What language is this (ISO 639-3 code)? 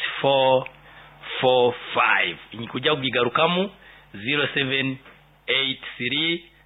nyo